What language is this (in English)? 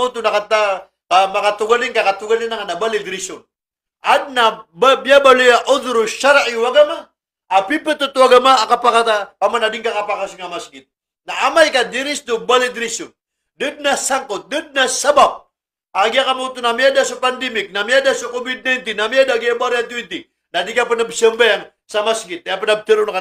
Maranao